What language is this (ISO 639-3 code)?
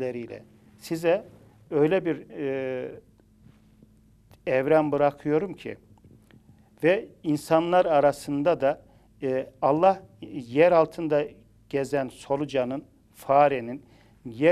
tur